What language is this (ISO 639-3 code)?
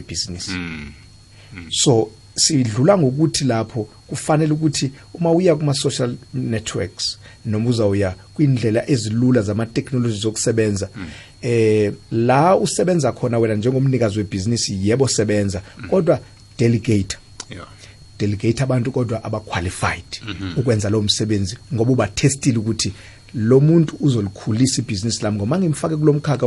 nbl